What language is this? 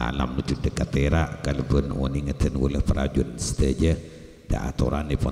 Madurese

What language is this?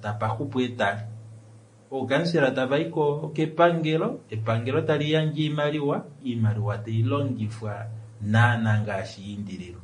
Kuanyama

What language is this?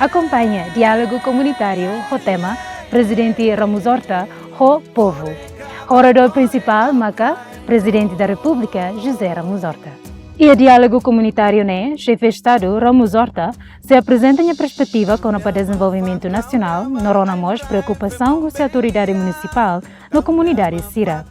Tetum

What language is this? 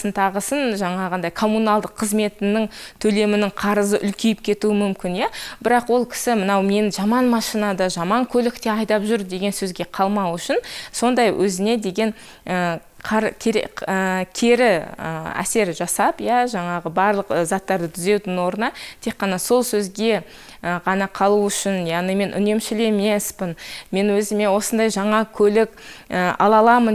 Kazakh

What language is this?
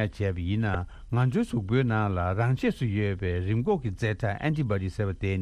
Tibetan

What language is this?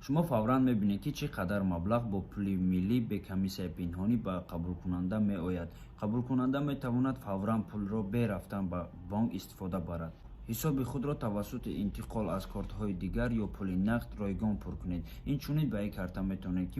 Tajik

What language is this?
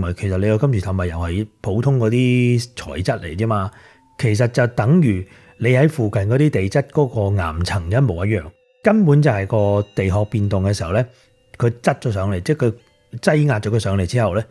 Cantonese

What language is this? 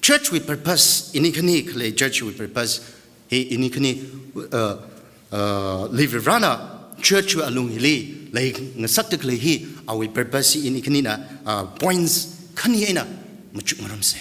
Tangkhul Naga (India)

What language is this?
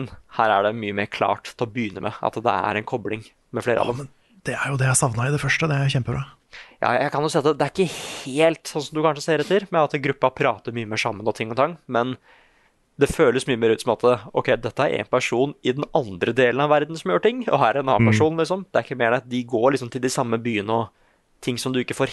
Norwegian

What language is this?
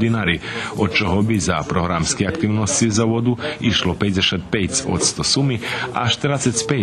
Rusyn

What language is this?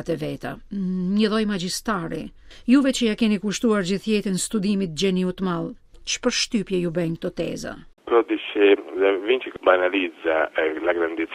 Albanian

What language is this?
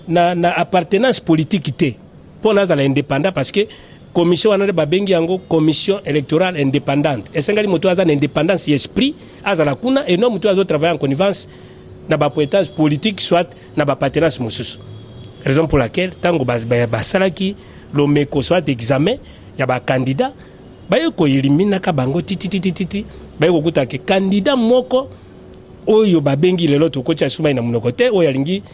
Lingala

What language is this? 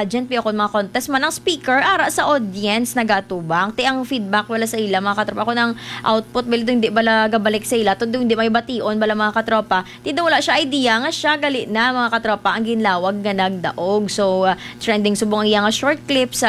Hiligaynon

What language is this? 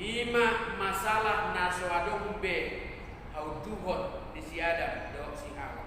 Batak Toba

